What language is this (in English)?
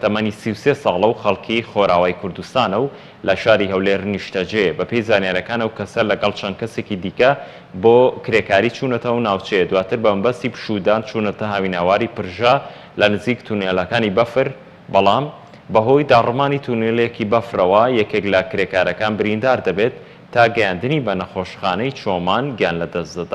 Central Kurdish